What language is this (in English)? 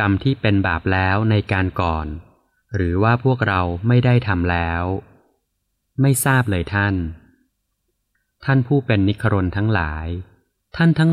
Thai